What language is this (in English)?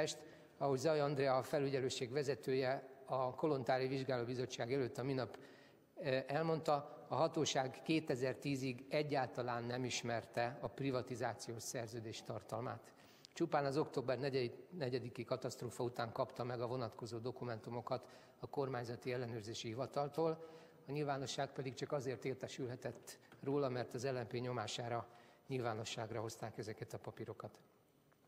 Hungarian